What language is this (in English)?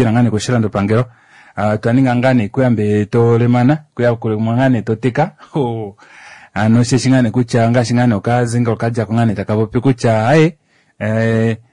Kuanyama